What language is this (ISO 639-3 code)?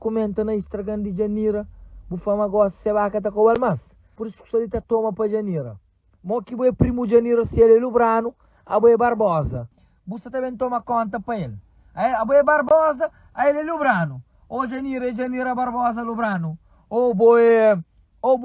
kea